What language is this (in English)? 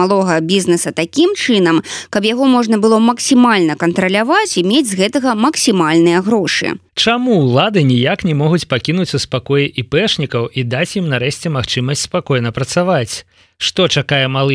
Belarusian